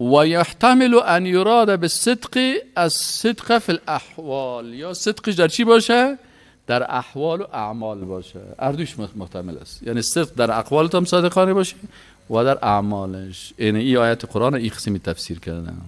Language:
Persian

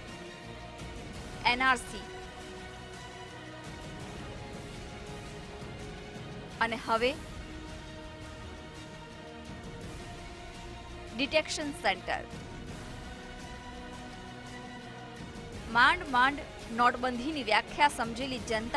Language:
Gujarati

